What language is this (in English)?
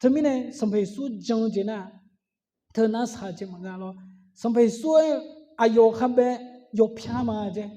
Akha